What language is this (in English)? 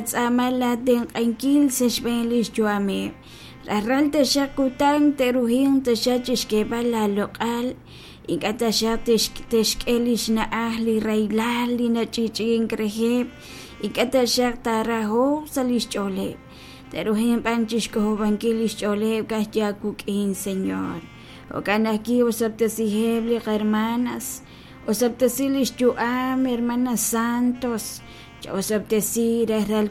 Kekchí